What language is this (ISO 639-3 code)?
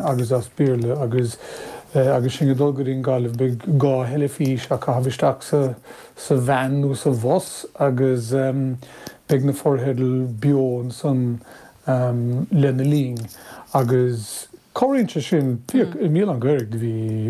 gle